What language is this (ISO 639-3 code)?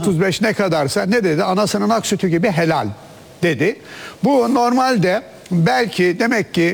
tur